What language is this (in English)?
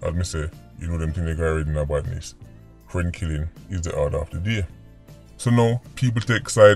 Jamaican Creole English